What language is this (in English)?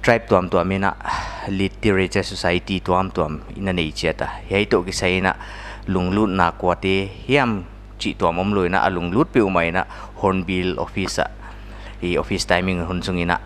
Paite Chin